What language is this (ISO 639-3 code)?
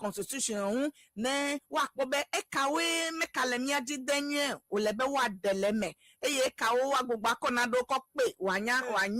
ewe